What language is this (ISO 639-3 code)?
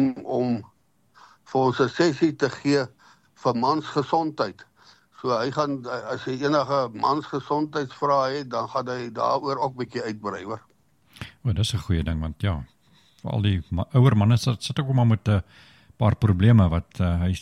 afr